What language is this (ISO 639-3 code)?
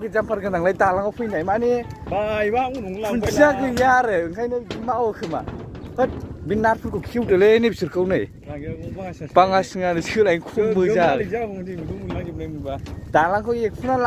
brx